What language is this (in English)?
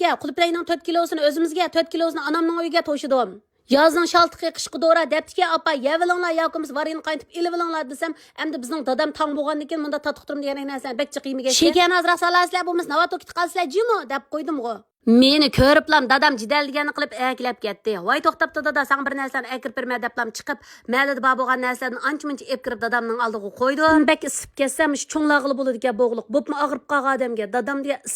Uyghur